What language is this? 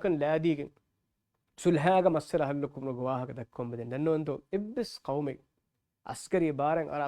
Divehi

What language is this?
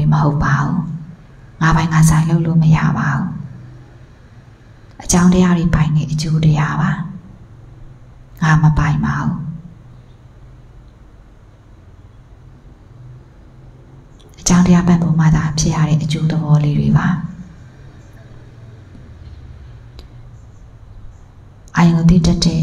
Burmese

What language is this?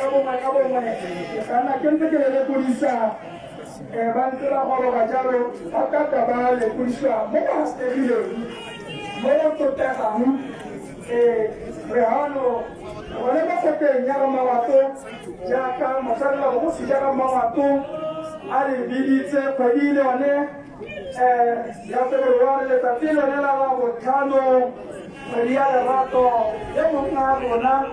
Tswana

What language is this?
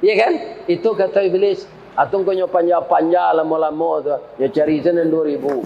Minangkabau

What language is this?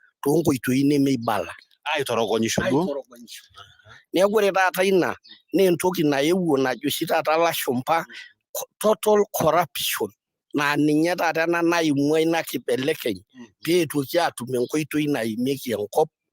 Masai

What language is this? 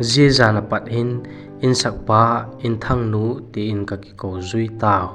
Vaiphei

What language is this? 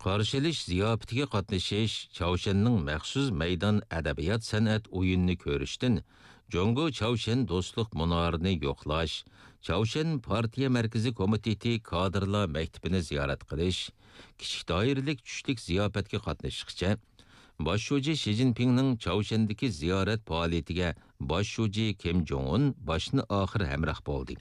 Uyghur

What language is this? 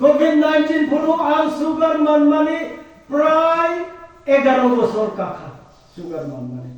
Kok Borok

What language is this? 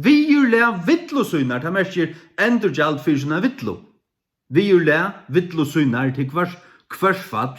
Faroese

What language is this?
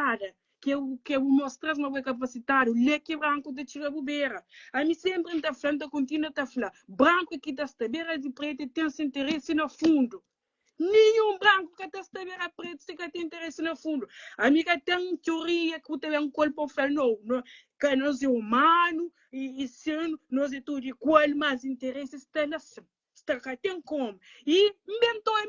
Kabuverdianu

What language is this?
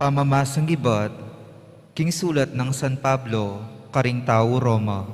Pampanga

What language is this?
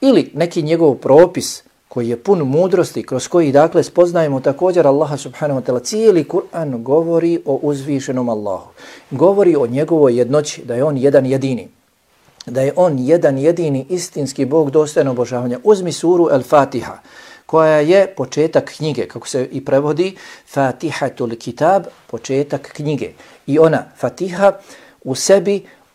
Bosnian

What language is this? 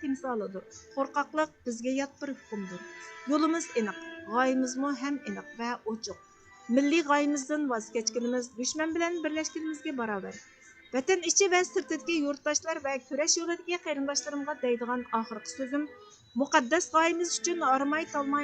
Uyghur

